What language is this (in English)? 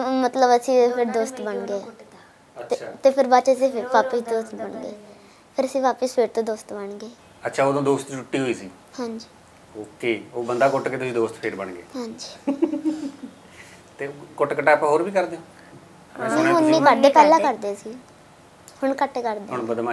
Punjabi